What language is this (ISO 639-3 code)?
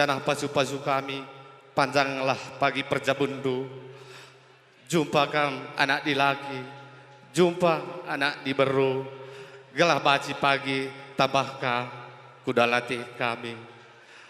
btx